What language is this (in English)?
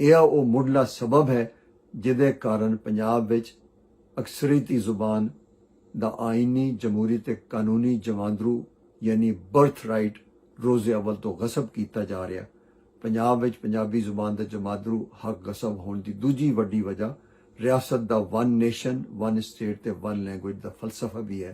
Western Panjabi